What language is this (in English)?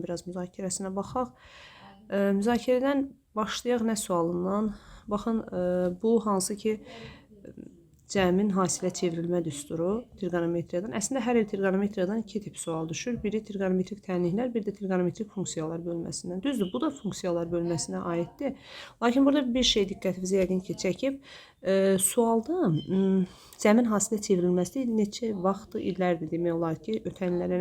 Azerbaijani